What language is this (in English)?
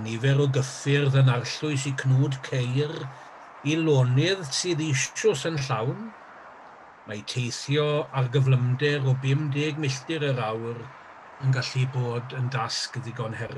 Welsh